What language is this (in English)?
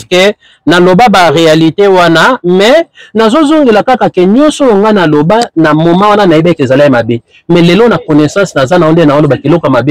Lingala